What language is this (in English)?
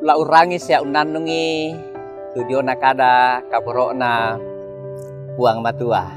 Toraja-Sa'dan